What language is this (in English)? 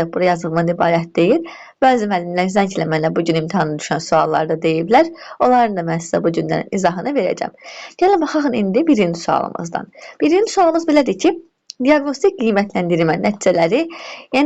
Azerbaijani